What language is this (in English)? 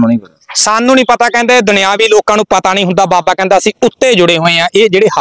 Punjabi